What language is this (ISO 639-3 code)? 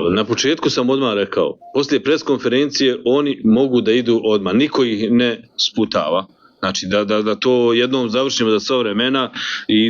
bos